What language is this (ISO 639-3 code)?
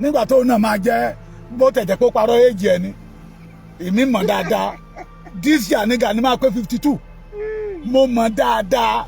yor